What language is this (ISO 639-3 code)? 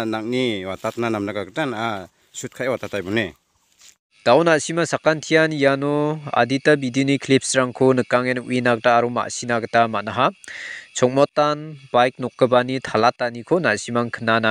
grt